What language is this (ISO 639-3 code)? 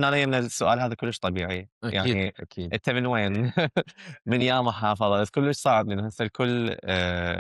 acm